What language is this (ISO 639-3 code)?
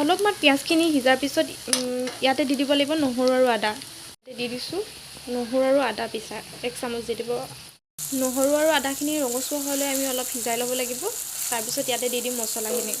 asm